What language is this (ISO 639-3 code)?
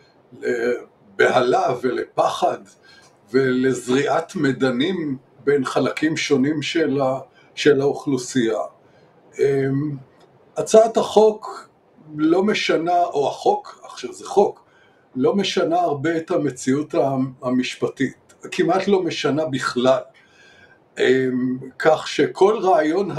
heb